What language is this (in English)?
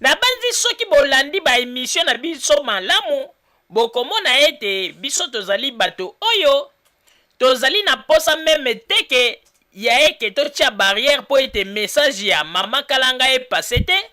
Lingala